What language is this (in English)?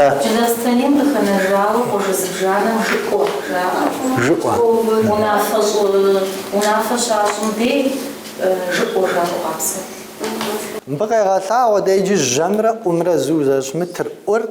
Kabardian